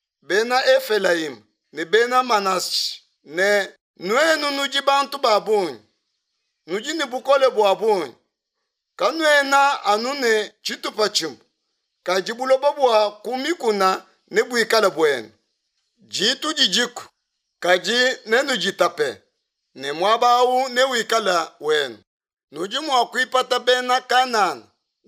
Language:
Luba-Lulua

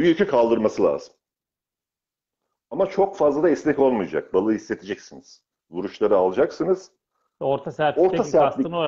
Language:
Turkish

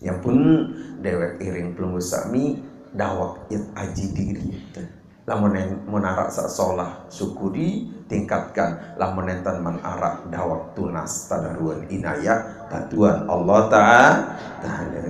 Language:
Sasak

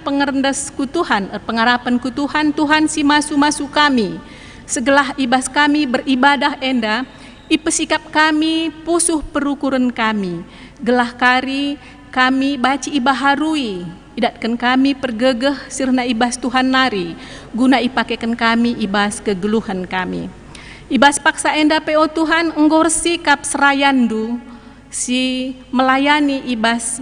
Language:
Batak Karo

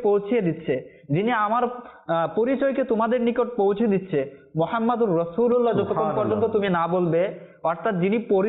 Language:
Bangla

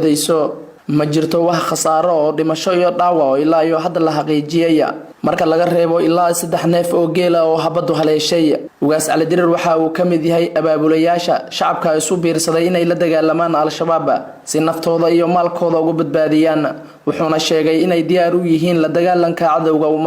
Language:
Somali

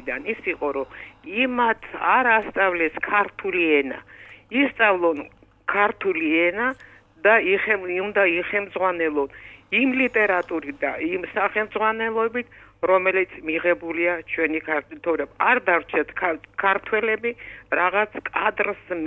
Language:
Georgian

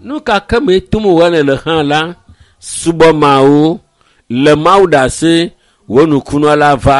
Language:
Ewe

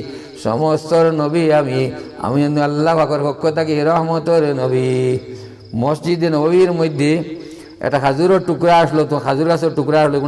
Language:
Sylheti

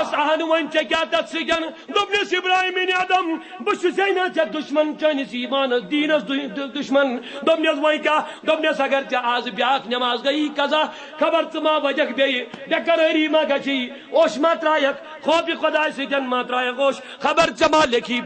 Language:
Kashmiri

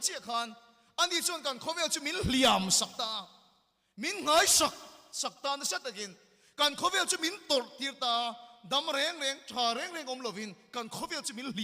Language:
Mizo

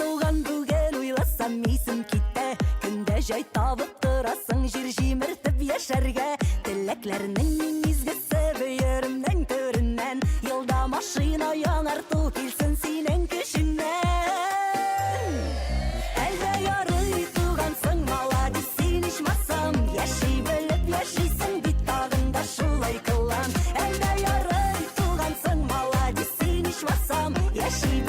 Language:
Bashkir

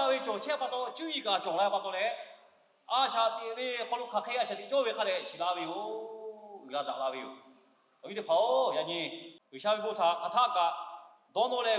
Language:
Lahu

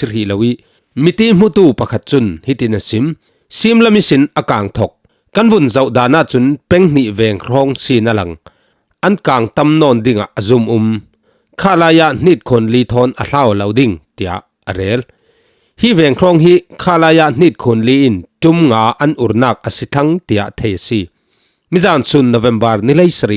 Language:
Falam Chin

